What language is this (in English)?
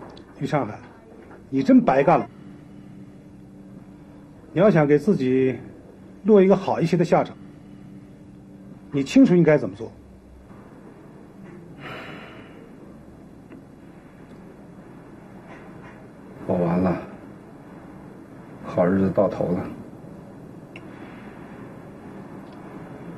Chinese